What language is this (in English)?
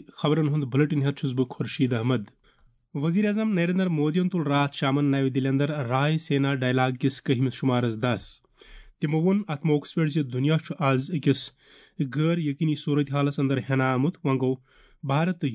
Kashmiri